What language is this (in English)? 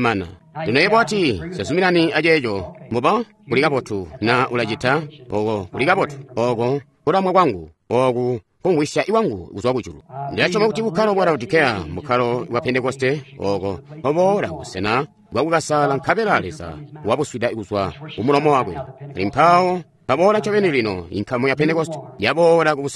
Tonga (Zambia)